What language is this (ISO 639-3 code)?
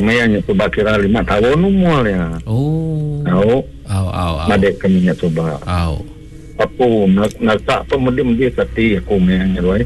iba